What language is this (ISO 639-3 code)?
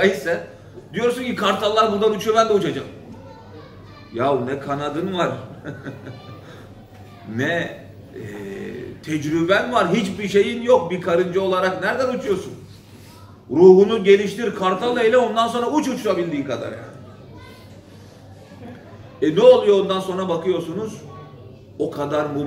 tur